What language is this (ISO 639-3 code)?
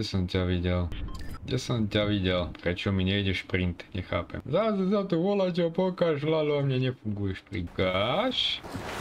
slk